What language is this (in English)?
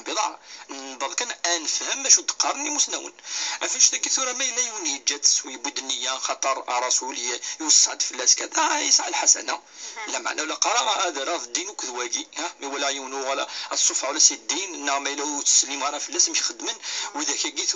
Kabyle